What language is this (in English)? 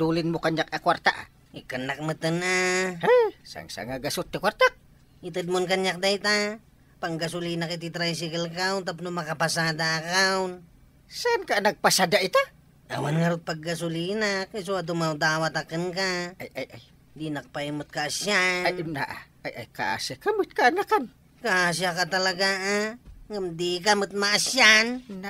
Iloko